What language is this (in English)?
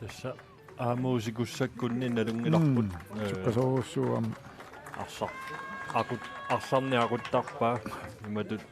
Kalaallisut